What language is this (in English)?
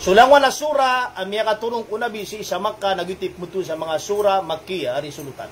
Maranao